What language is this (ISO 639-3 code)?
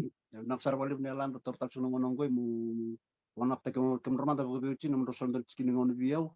fij